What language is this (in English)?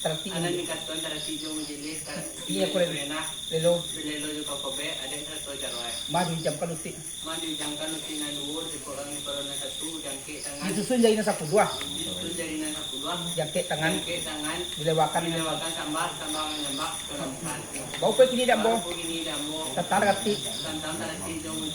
Minangkabau